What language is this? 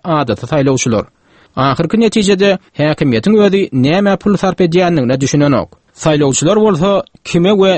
Turkmen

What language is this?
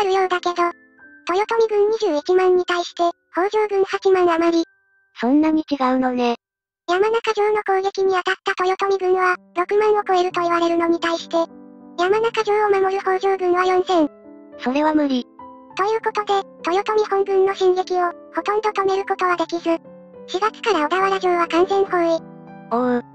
Japanese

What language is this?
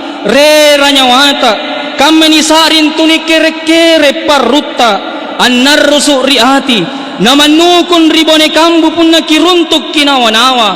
Makasar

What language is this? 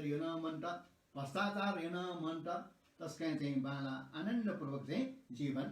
Newari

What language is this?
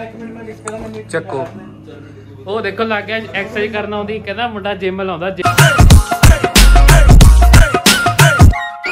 Punjabi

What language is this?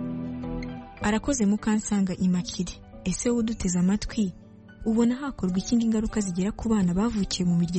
Kinyarwanda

